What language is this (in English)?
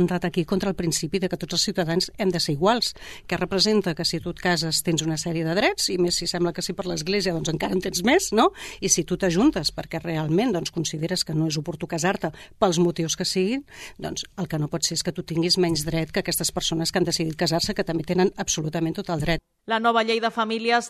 Catalan